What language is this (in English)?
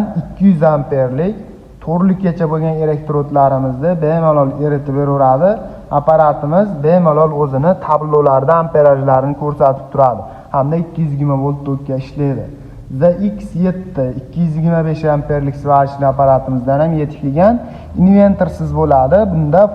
Uzbek